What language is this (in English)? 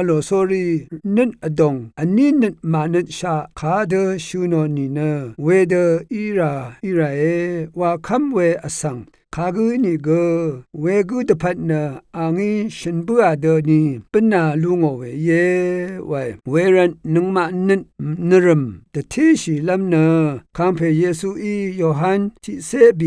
Rawang